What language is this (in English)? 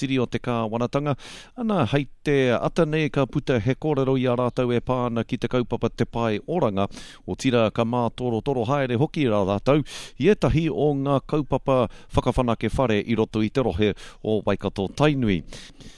Māori